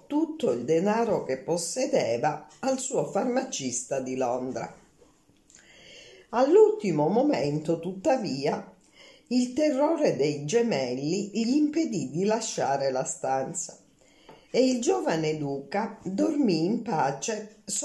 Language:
Italian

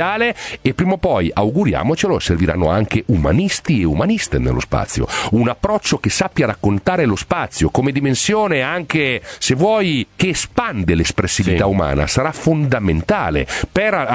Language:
Italian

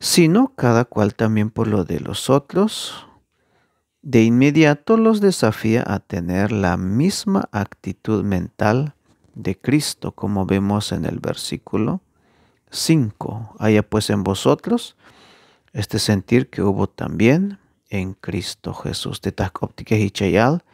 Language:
Tzeltal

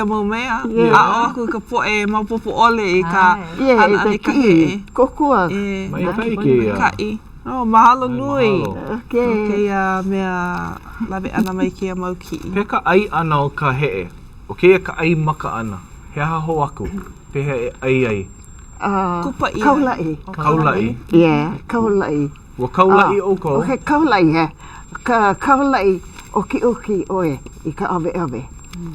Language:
Hawaiian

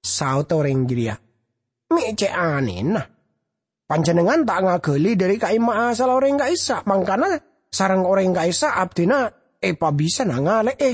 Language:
Madurese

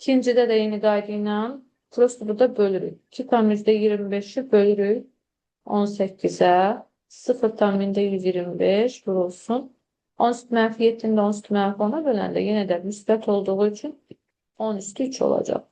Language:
Azerbaijani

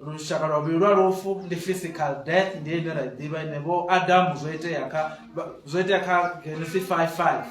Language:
Venda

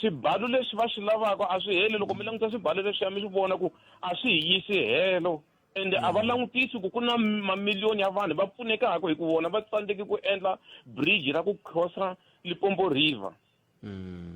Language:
Tsonga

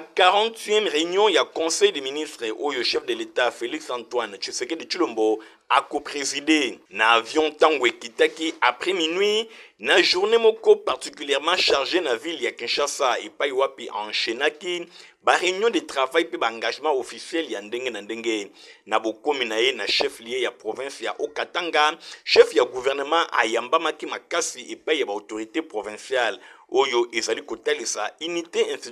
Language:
Lingala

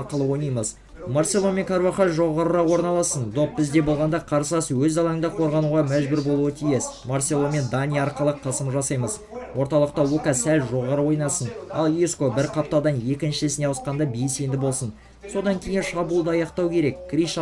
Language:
Kazakh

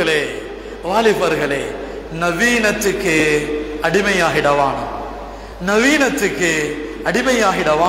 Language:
Tamil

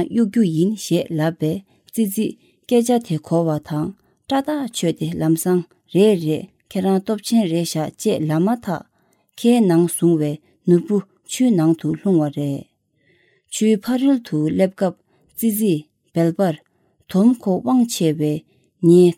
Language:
Tibetan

